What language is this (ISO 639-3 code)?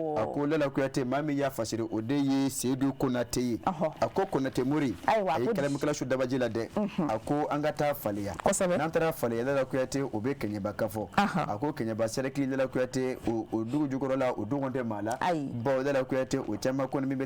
bam